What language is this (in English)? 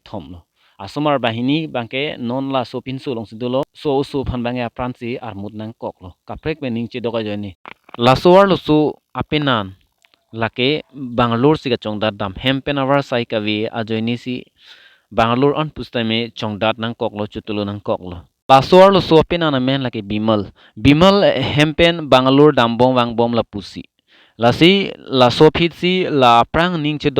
Karbi